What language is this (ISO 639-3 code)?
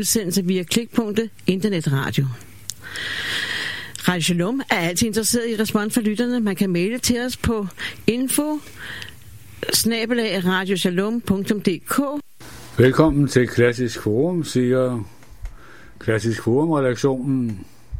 dan